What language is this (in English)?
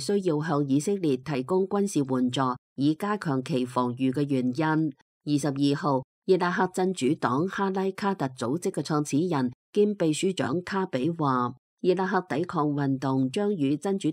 Cantonese